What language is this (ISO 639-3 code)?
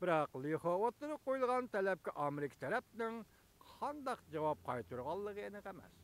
uig